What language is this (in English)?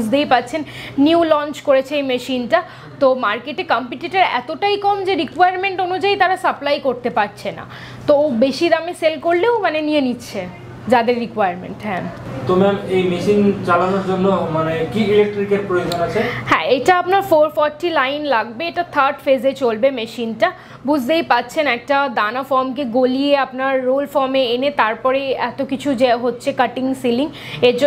Bangla